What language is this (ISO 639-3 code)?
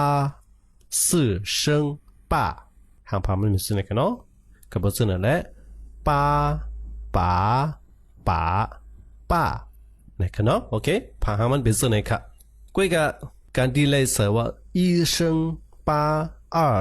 shn